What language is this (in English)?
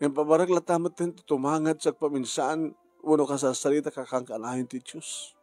Iloko